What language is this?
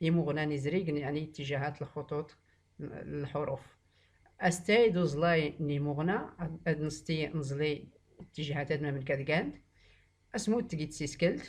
Tachelhit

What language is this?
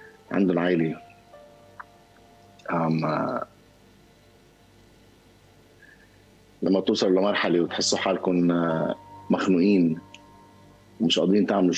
North Levantine Arabic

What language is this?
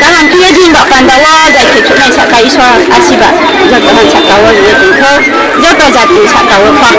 Riang (India)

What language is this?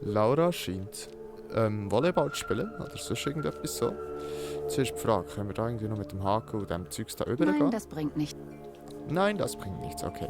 Swiss German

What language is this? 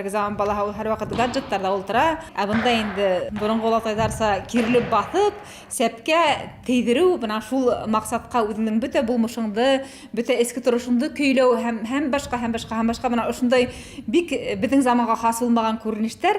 Bashkir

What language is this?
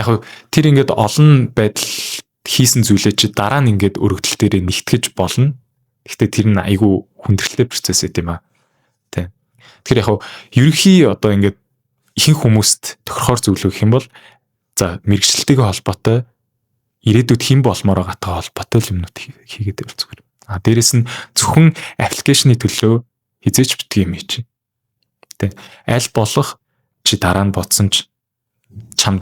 Mongolian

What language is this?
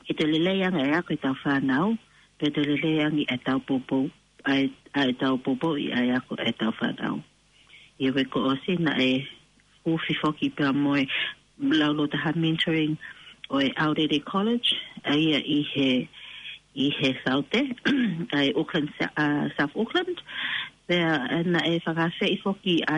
Tongan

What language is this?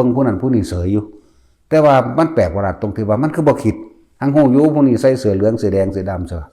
Northeastern Thai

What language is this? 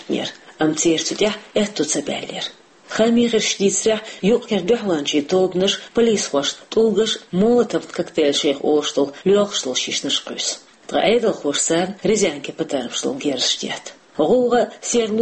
Chechen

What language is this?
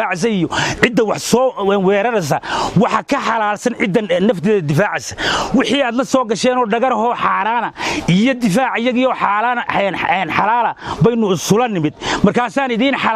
Somali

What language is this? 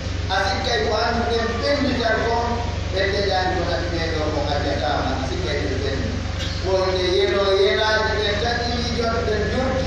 Pular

